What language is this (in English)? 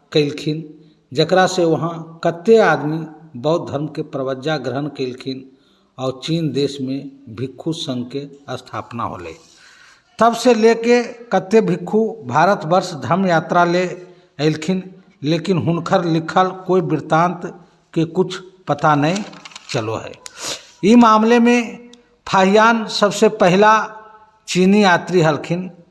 Magahi